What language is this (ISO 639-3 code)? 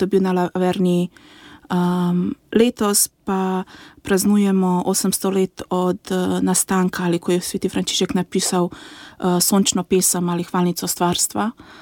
slv